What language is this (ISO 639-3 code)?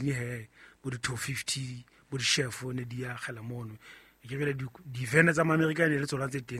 sot